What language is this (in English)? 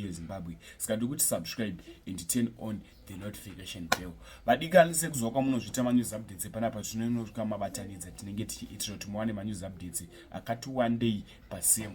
Shona